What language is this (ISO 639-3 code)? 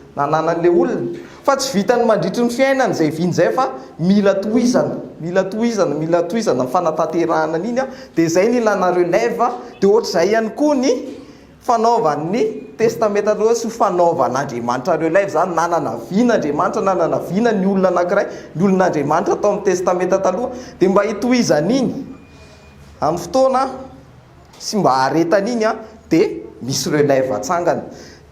mlg